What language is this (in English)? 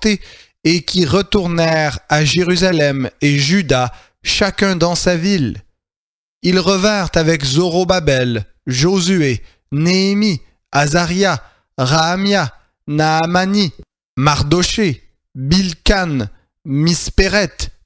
French